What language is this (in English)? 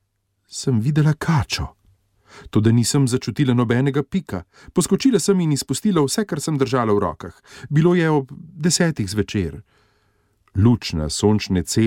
Slovenian